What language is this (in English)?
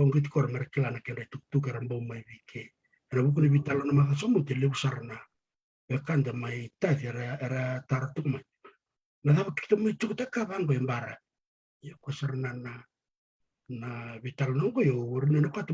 Fijian